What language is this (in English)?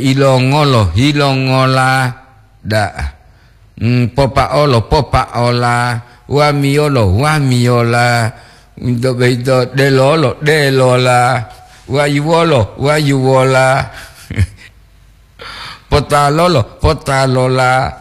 Gorontalo